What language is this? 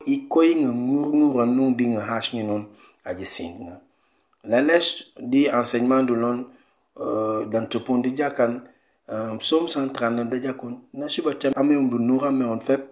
Mankanya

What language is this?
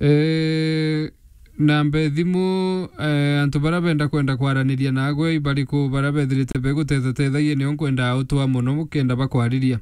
Meru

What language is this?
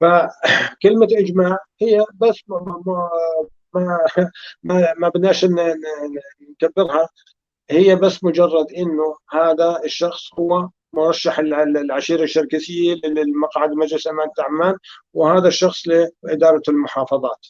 North Levantine Arabic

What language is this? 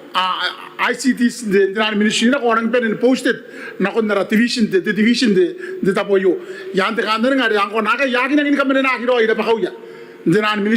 Gilbertese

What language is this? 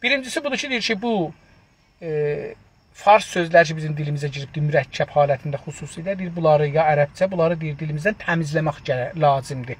South Azerbaijani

